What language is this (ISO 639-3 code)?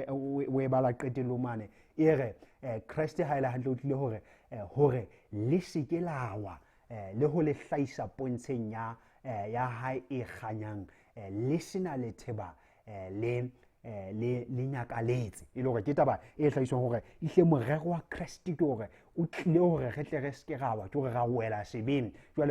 sot